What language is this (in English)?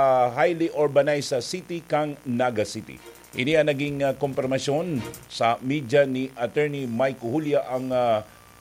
Bikol